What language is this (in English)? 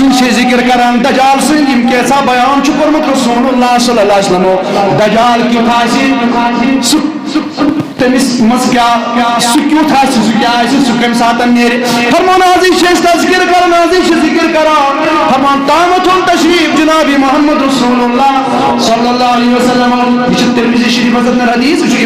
Kashmiri